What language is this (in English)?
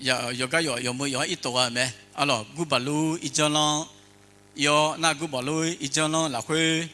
Akha